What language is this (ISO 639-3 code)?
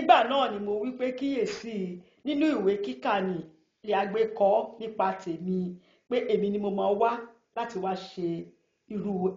yor